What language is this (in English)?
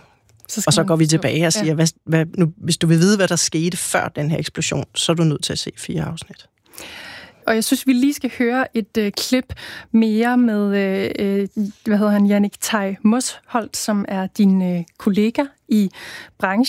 Danish